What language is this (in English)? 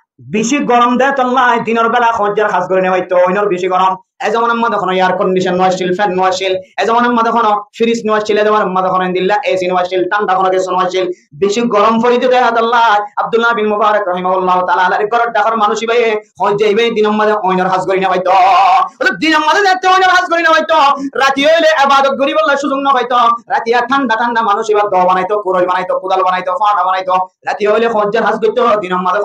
Rohingya